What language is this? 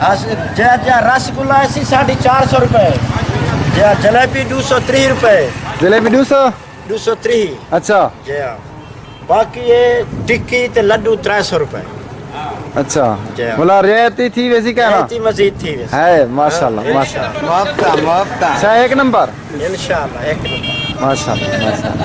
Saraiki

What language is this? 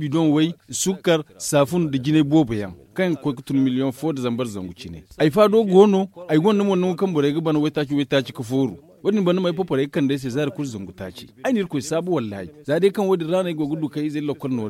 Zarma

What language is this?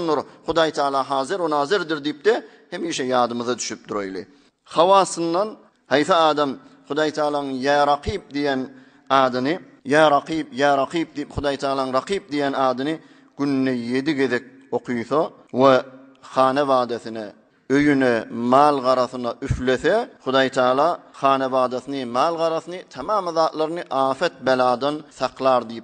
Turkmen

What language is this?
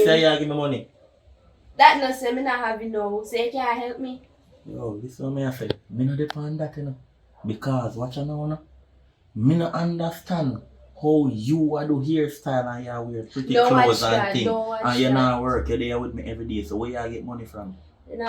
Jamaican Creole English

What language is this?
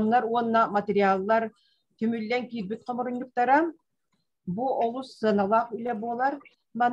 Yakut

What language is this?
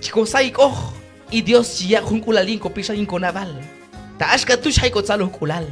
Q'anjob'al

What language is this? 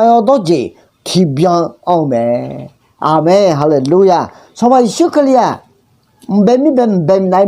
Akha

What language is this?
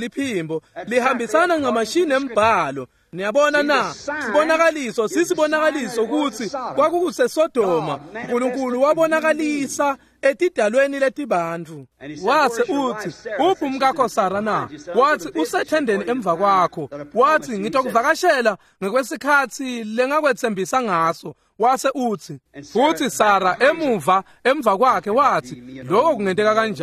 Swati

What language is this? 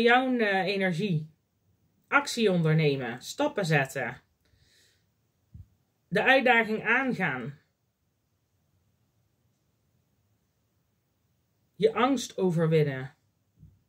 Dutch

